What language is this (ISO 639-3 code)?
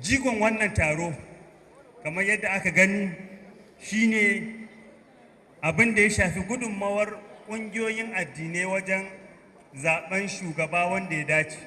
hau